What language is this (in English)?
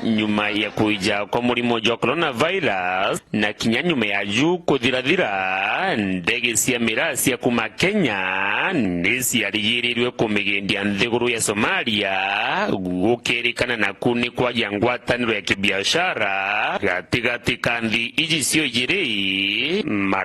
Meru